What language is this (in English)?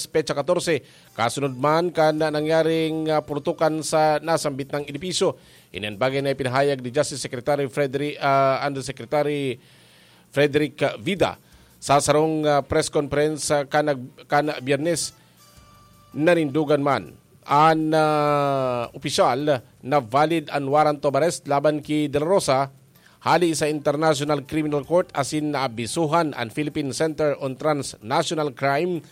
Bikol